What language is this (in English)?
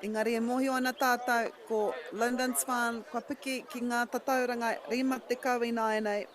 Māori